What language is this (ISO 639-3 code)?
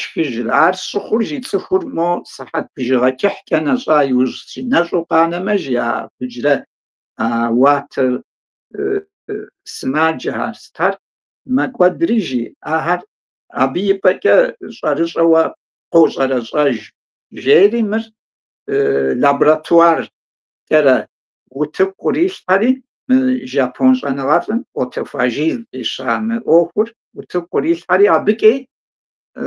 kbd